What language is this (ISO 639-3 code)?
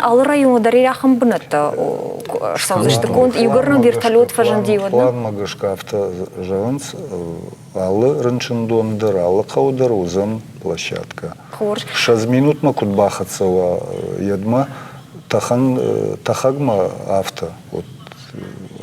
oss